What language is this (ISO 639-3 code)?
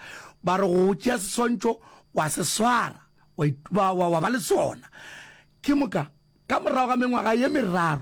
nso